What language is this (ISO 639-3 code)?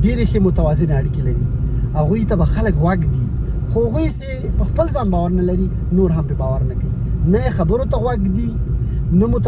pus